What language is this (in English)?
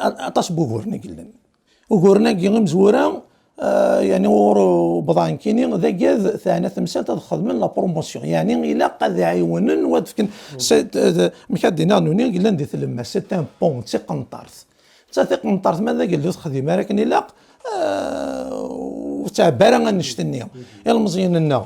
Kabyle